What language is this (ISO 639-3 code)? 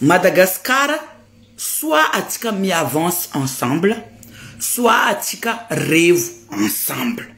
mlg